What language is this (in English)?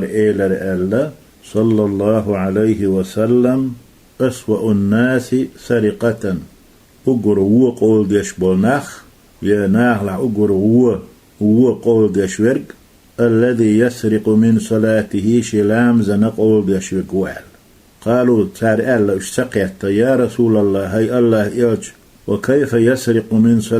Chechen